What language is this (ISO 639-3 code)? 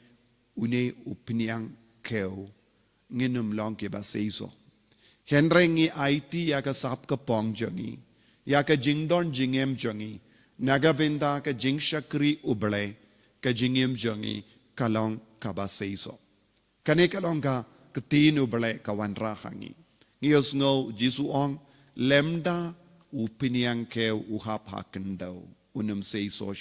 kha